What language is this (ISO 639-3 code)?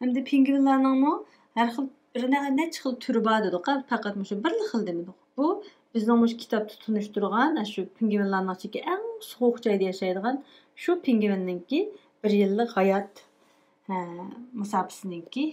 uig